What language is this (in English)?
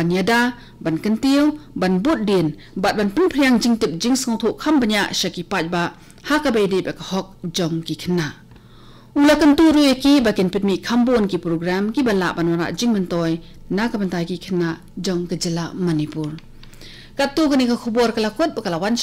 Khasi